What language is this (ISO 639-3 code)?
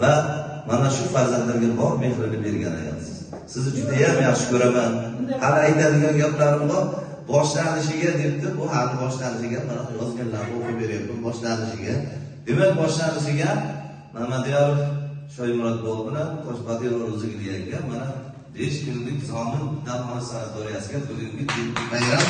uzb